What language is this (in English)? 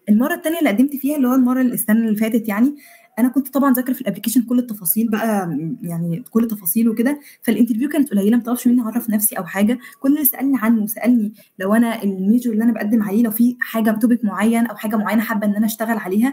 Egyptian Arabic